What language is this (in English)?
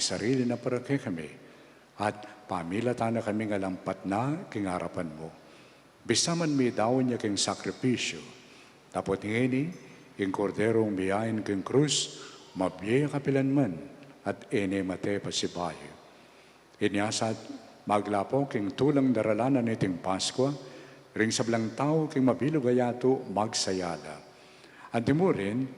Pampanga